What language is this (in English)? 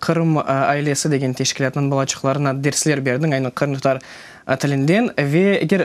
Crimean Tatar